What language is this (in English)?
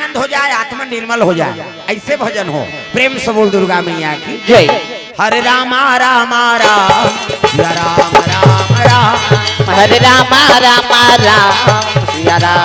Chhattisgarhi